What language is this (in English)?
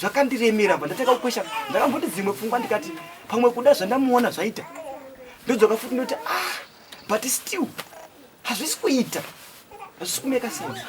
Shona